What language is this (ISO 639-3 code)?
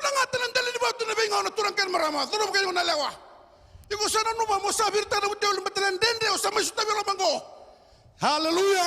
fij